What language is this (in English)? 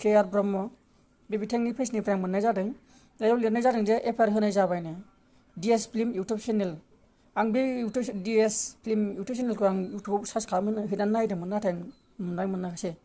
Bodo